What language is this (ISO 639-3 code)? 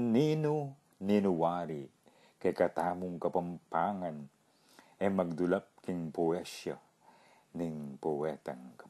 pam